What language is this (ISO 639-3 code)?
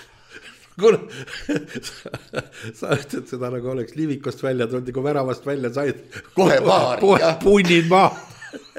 est